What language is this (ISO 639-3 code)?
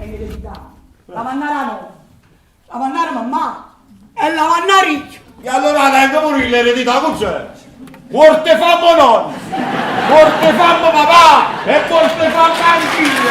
nap